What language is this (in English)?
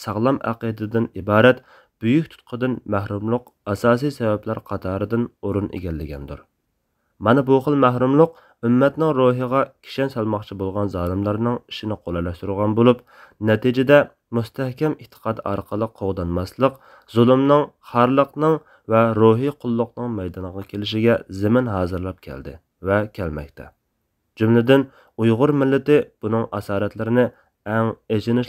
Uyghur